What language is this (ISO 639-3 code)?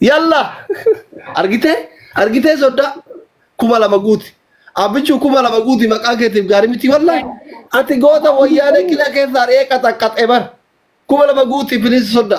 orm